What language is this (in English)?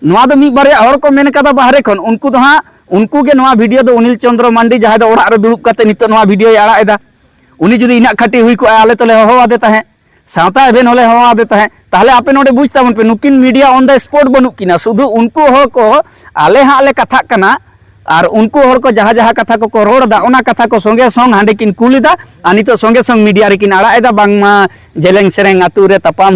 Santali